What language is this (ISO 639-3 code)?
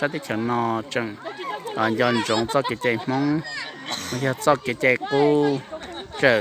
hmn